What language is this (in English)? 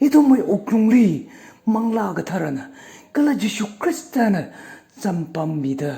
Tangkhul Naga (India)